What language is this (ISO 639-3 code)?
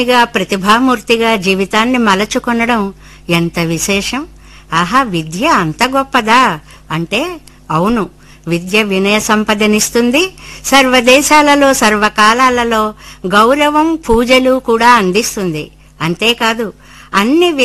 tel